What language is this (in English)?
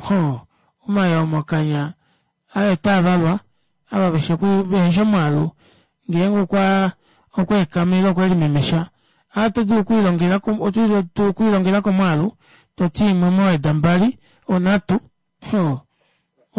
Kuanyama